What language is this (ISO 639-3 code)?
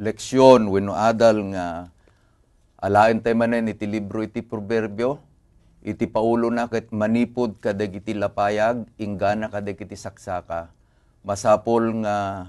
ilo